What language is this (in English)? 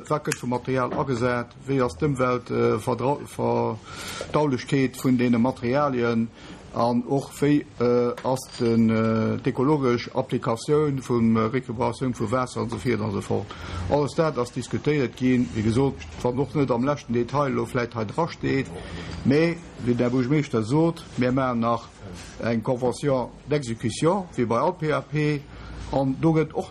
Luxembourgish